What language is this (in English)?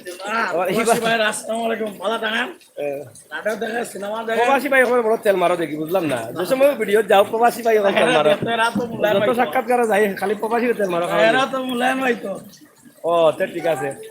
Sylheti